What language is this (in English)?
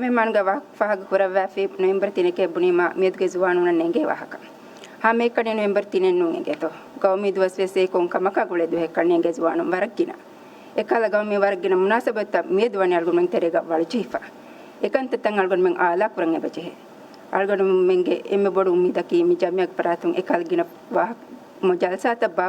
Divehi